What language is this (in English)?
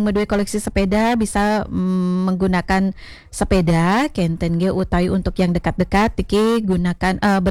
Balinese